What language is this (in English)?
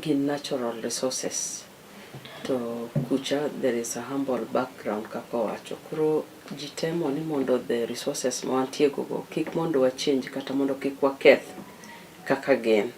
Luo (Kenya and Tanzania)